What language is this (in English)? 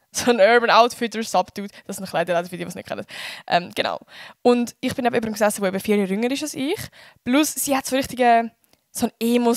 Swiss German